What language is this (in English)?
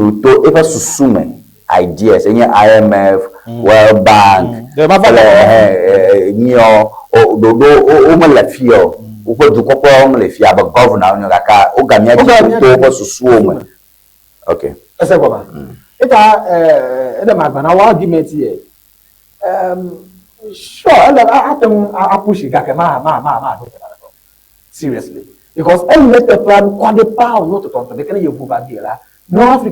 Ewe